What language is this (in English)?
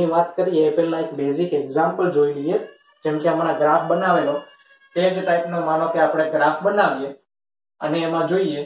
Gujarati